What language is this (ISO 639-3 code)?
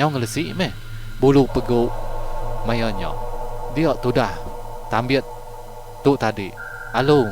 iba